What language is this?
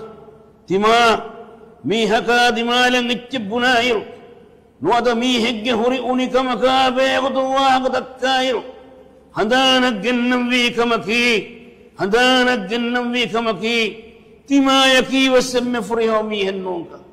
Divehi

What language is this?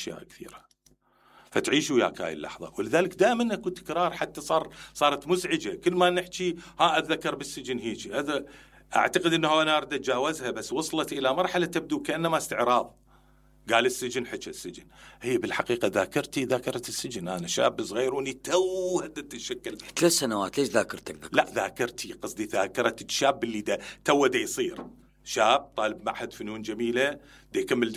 Mesopotamian Arabic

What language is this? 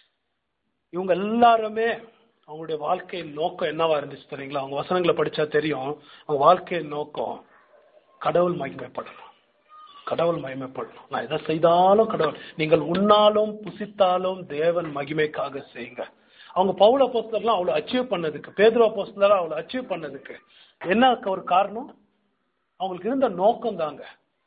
Tamil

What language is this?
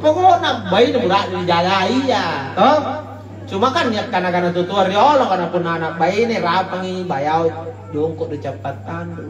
Makasar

